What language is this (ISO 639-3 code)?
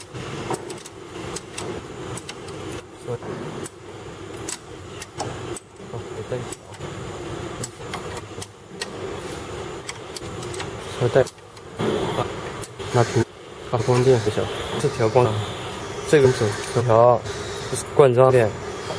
zho